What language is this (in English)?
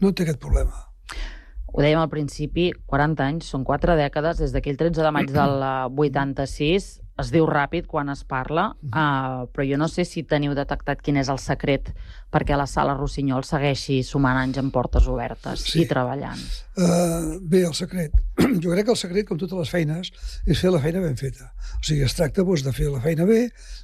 Catalan